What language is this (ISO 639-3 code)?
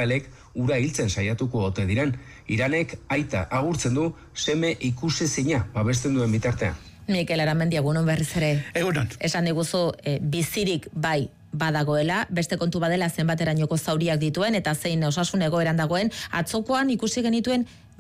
eus